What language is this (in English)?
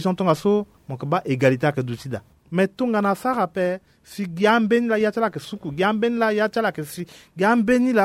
Sango